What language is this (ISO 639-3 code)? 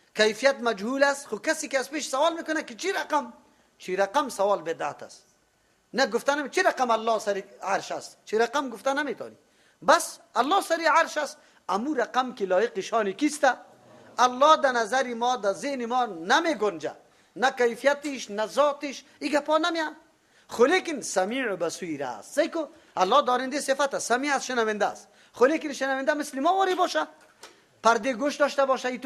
fas